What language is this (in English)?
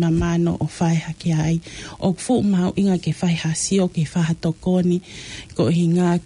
Tongan